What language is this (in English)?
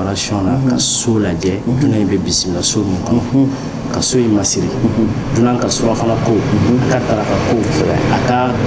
Bambara